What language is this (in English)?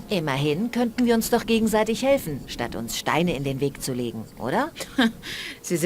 Bavarian